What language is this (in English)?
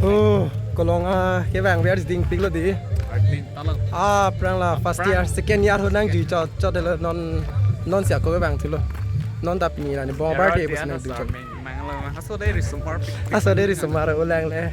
Karbi